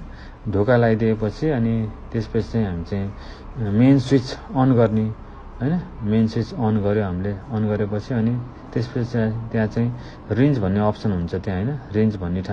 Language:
Nepali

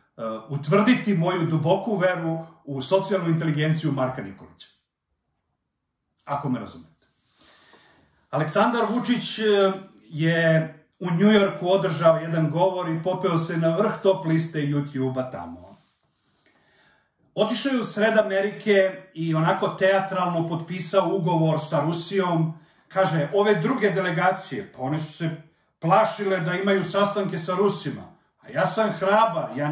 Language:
Serbian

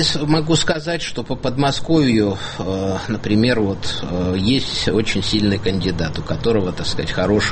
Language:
Russian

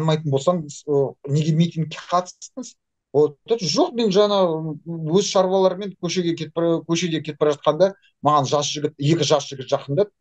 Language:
Kazakh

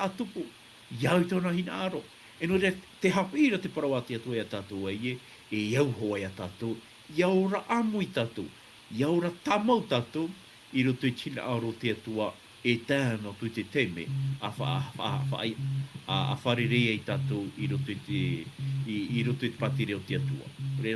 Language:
Tahitian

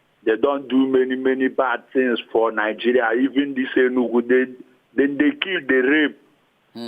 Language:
Nigerian Pidgin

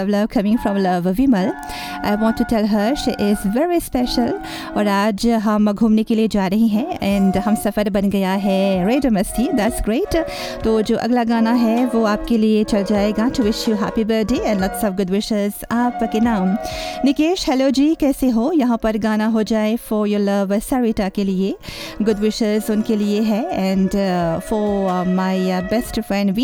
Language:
Hindi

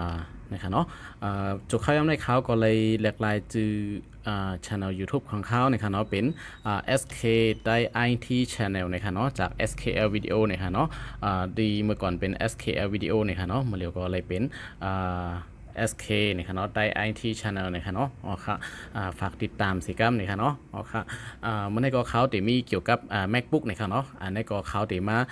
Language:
Shan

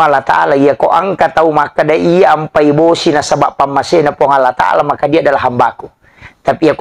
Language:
Buginese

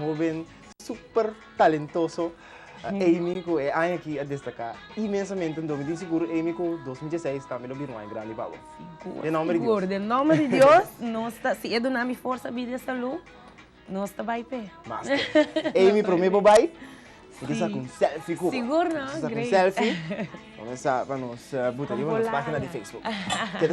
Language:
Papiamento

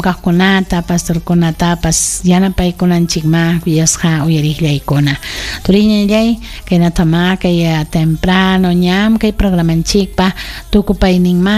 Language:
Ayacucho Quechua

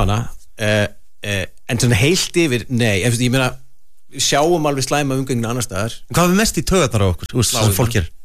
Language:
Icelandic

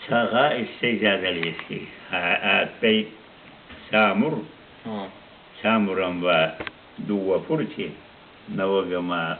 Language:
Ossetic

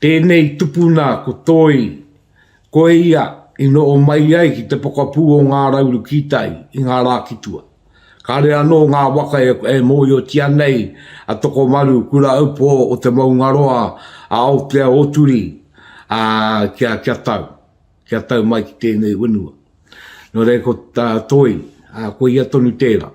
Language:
Māori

